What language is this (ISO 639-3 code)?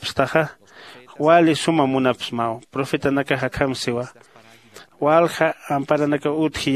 aym